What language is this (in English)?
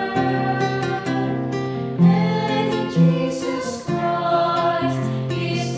Filipino